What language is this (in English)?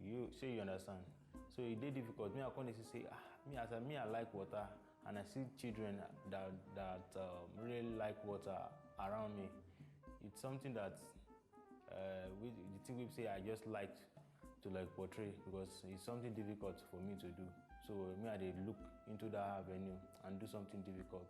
Nigerian Pidgin